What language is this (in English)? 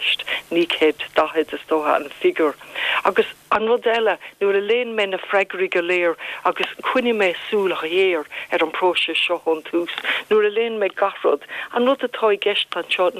Irish